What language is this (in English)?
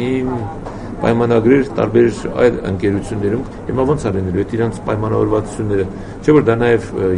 Armenian